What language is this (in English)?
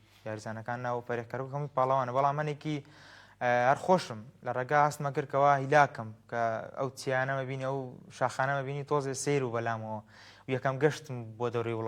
Central Kurdish